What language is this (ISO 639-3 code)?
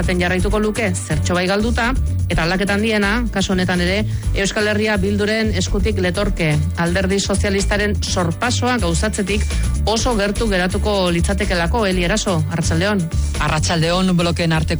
eus